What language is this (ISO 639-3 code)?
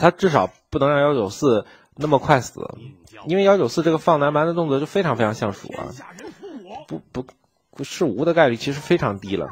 zho